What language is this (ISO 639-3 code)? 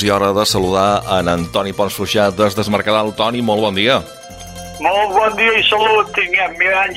cat